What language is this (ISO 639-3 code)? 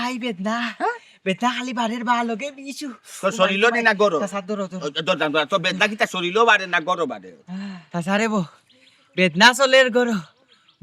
syl